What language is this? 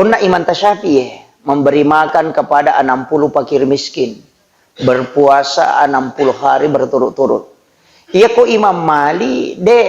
Buginese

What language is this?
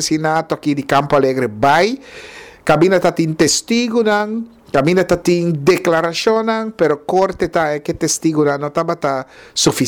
Papiamento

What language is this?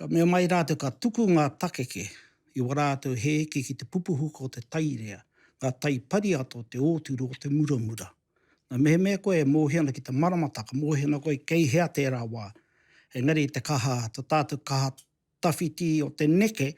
Māori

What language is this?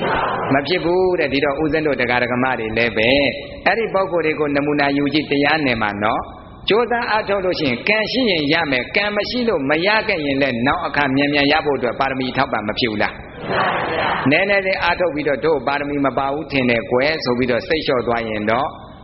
Burmese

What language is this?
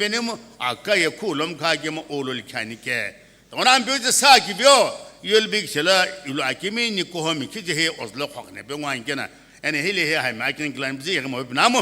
Sumi Naga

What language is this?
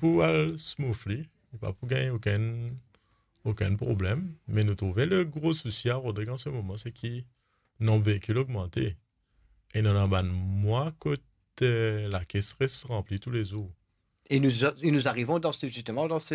Morisyen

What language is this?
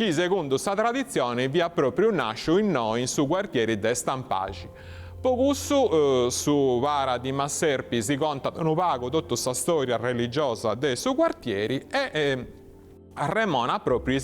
Sardinian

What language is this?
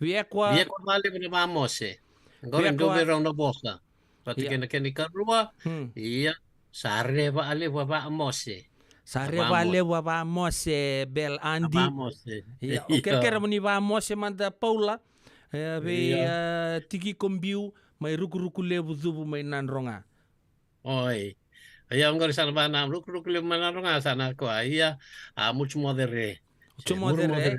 Fijian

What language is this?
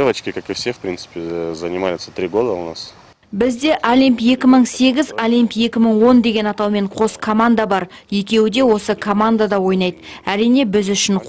Kazakh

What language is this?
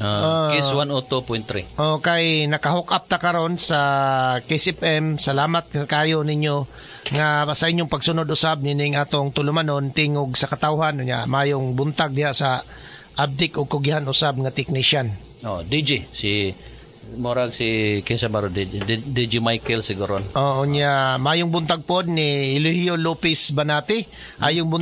Cebuano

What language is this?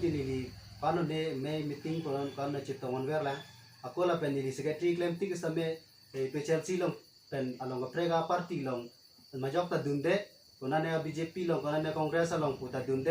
Karbi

